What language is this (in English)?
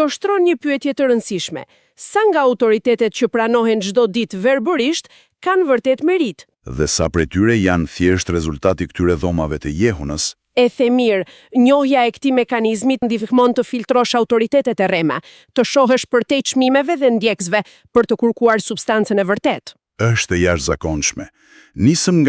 Albanian